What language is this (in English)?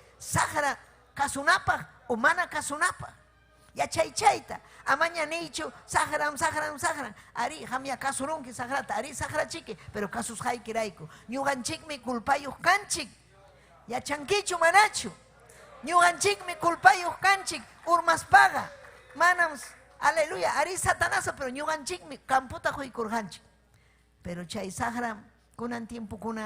Ayacucho Quechua